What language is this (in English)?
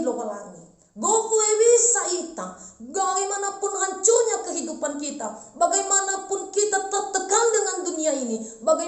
Nias